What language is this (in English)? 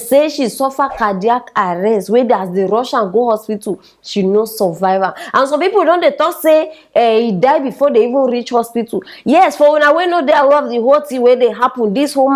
Nigerian Pidgin